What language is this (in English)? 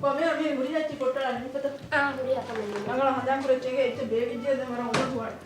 Divehi